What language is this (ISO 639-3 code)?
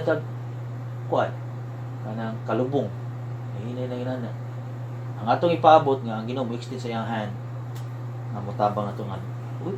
ceb